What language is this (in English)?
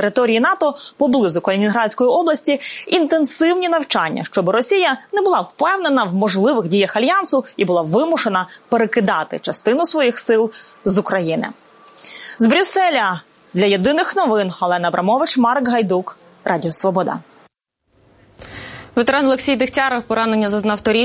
Ukrainian